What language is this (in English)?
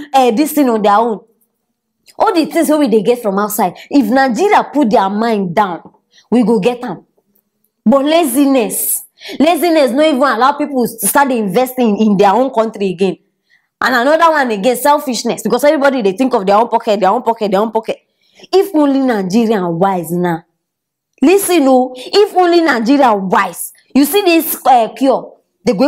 Nigerian Pidgin